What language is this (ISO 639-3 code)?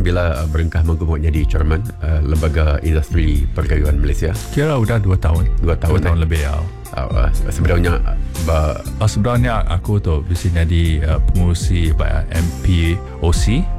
msa